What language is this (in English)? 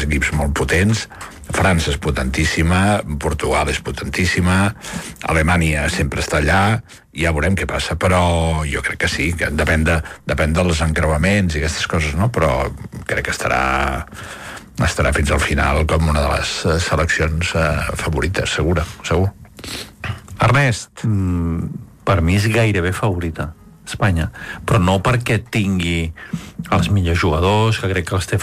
Catalan